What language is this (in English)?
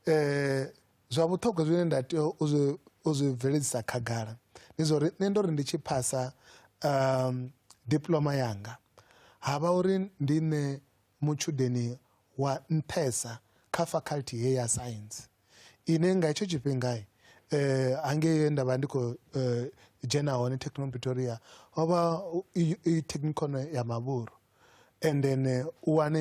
Venda